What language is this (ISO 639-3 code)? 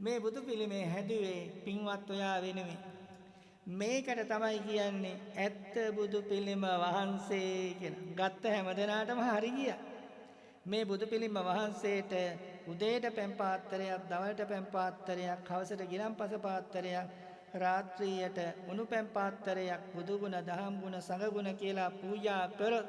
sin